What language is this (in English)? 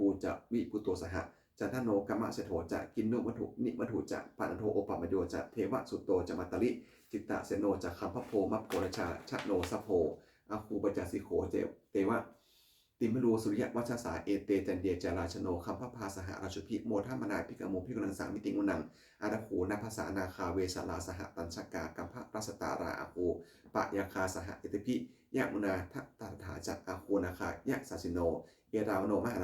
Pali